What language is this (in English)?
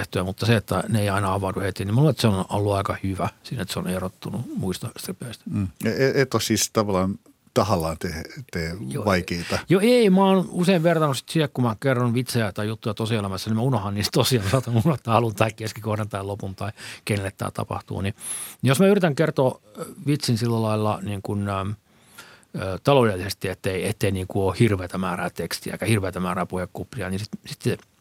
Finnish